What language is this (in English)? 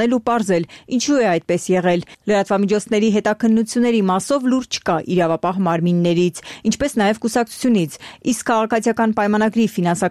Armenian